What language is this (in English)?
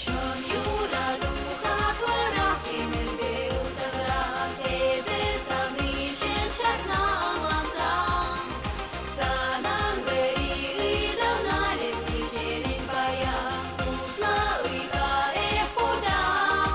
Chuvash